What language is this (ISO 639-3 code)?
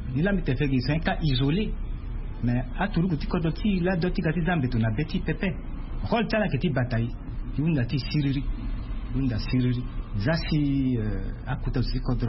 sag